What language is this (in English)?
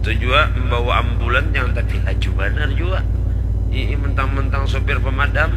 Banjar